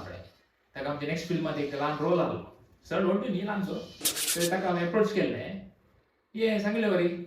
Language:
Konkani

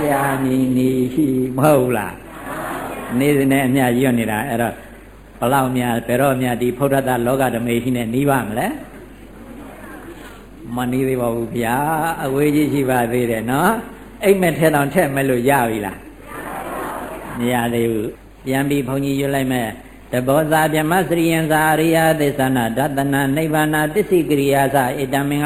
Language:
Burmese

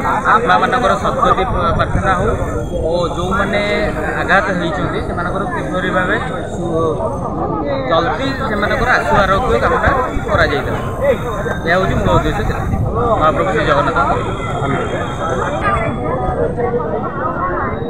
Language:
Odia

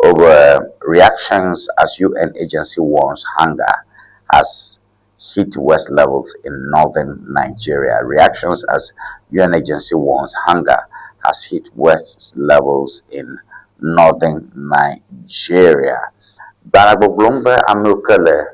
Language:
Ewe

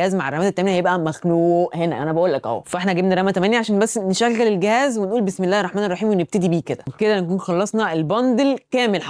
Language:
Egyptian Arabic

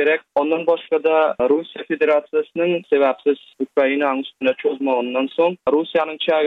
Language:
Turkmen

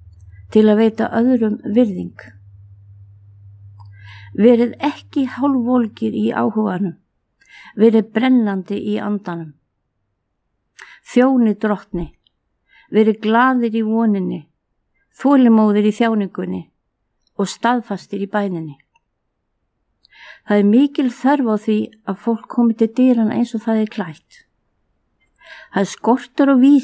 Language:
Icelandic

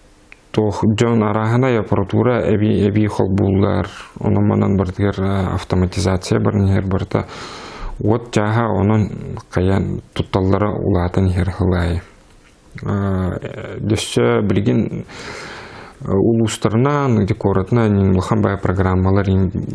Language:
Yakut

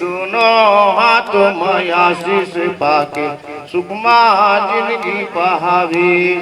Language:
Chhattisgarhi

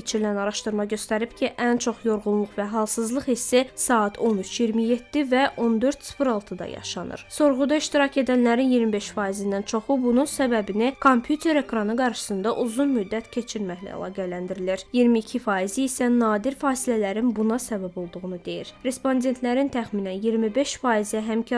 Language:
Azerbaijani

